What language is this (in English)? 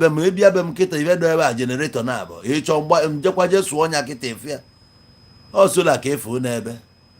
Igbo